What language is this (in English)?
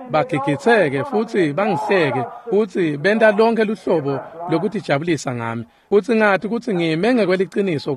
Swati